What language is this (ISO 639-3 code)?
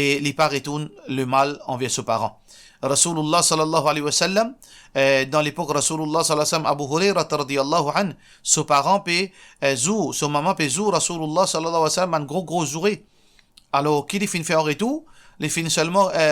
mfe